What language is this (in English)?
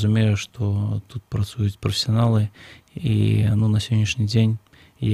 Belarusian